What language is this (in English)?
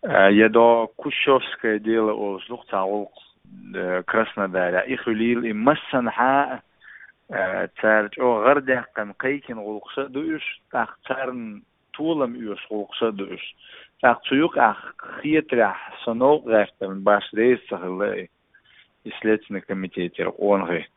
Chechen